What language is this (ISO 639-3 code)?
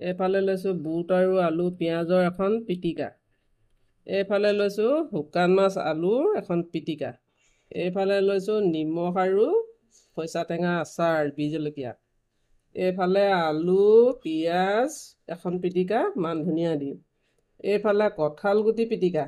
asm